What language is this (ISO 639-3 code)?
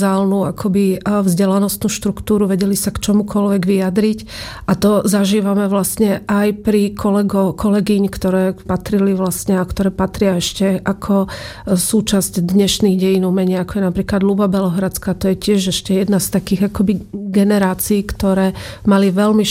slk